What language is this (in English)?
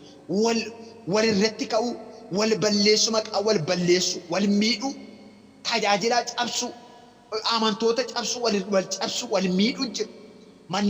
Oromo